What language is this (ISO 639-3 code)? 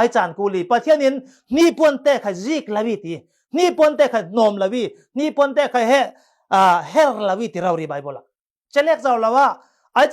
cfm